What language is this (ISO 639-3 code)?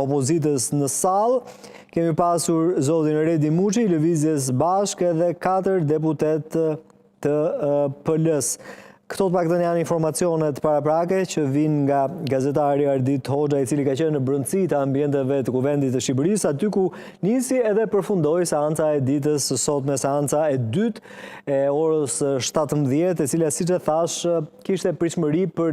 sqi